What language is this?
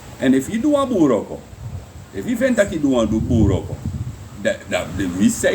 Sranan Tongo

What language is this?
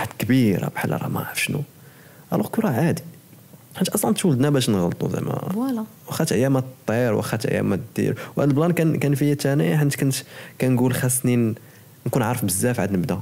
Moroccan Arabic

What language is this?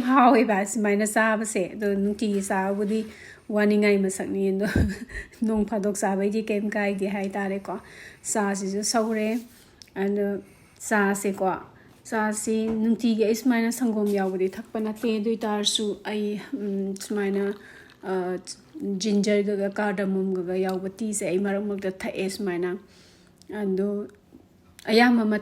Manipuri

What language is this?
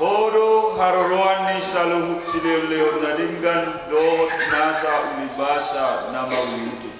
Batak Toba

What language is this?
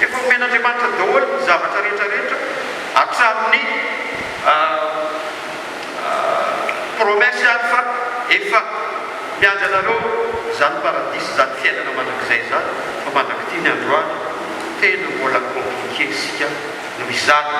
Malagasy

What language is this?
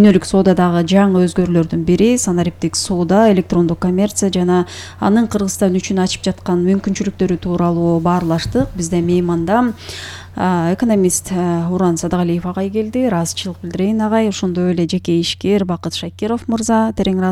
Kyrgyz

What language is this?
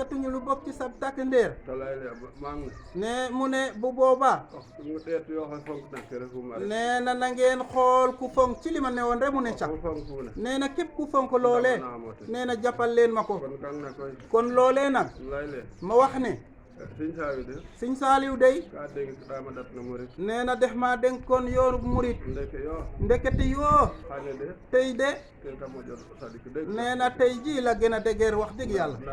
Wolof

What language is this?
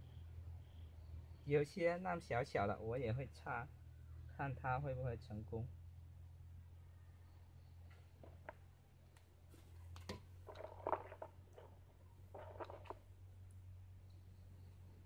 Chinese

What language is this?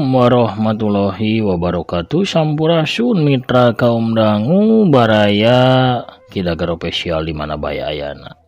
Sundanese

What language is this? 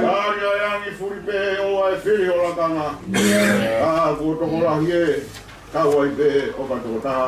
Tongan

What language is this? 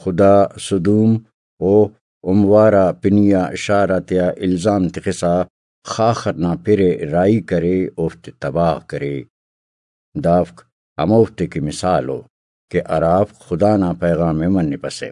Brahui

